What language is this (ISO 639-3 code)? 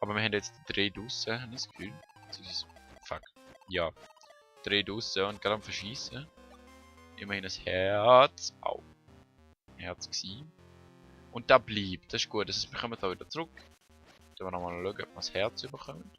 gsw